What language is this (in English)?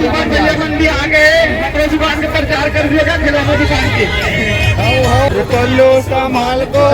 Chhattisgarhi